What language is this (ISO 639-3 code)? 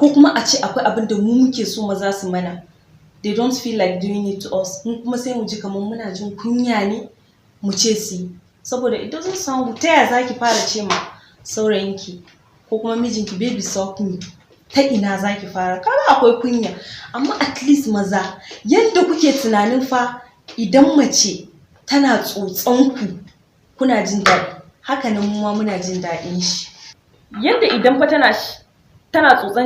hau